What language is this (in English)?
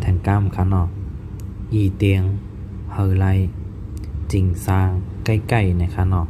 Shan